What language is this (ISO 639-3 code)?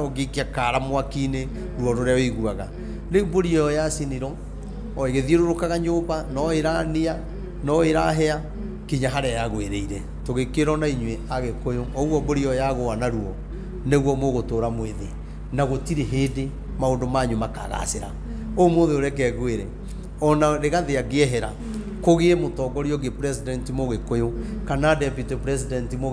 kik